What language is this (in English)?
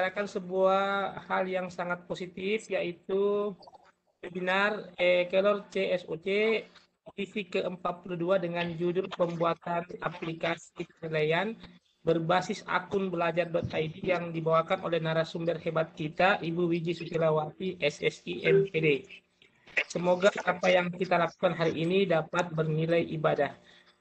Indonesian